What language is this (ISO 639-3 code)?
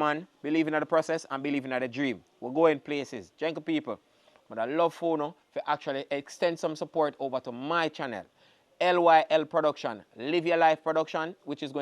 jam